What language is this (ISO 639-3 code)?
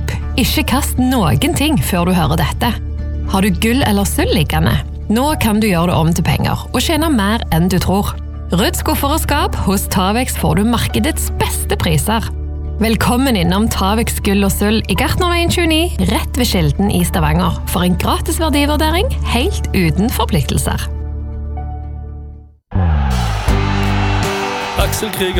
nor